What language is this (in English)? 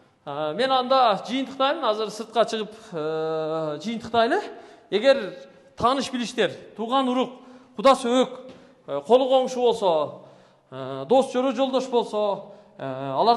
Kyrgyz